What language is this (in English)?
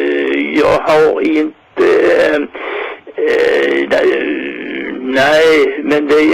Swedish